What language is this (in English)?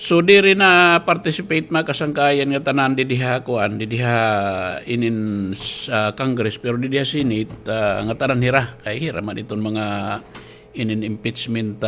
Waray